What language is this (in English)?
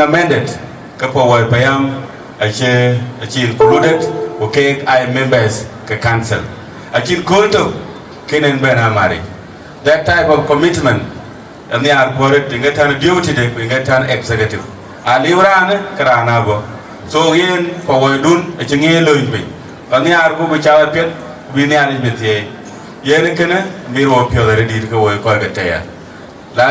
Dinka